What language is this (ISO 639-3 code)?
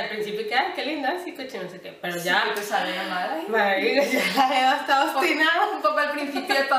spa